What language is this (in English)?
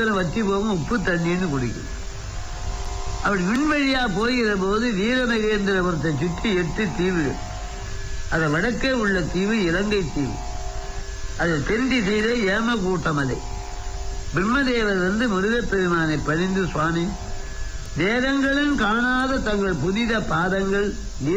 Tamil